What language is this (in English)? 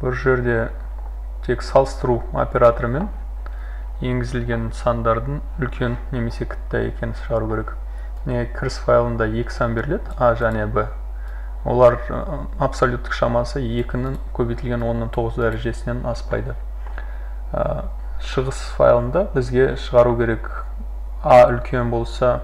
Kazakh